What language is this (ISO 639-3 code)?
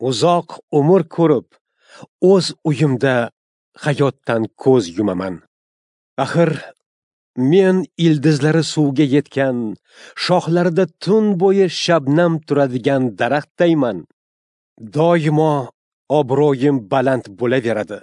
uzb